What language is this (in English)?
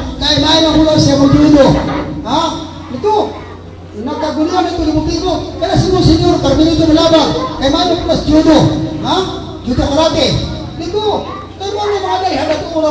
Cebuano